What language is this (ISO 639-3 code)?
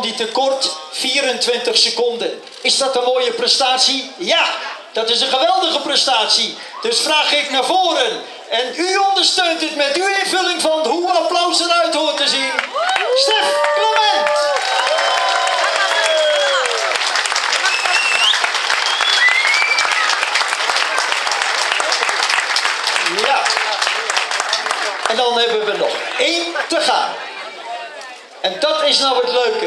nld